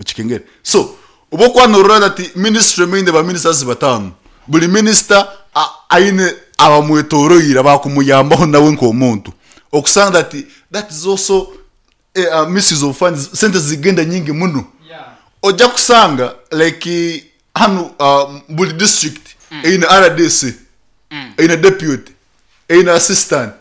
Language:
Nyankole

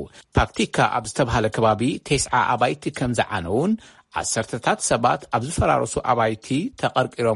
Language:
Tigrinya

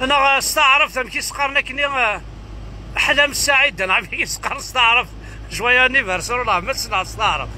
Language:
Kabyle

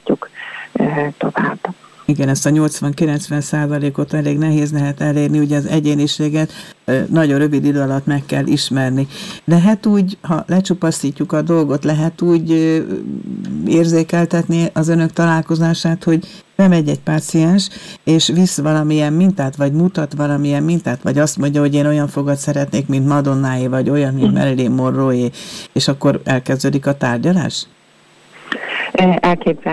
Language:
Hungarian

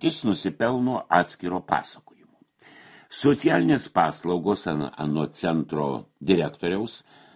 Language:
Lithuanian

